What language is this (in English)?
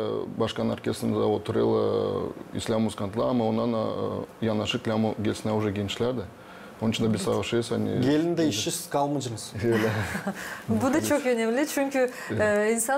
Gagauz